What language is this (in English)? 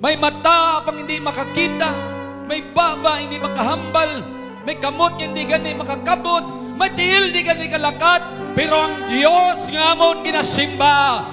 Hiligaynon